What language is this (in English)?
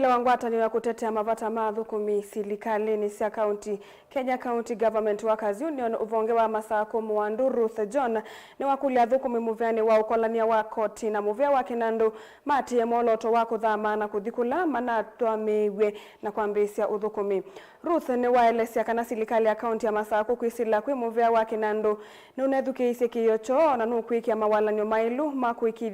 Kamba